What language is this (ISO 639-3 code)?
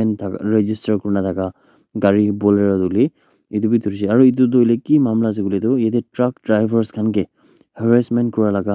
nag